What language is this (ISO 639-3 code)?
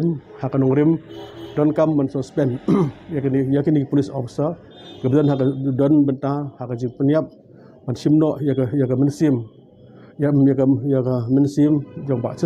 kha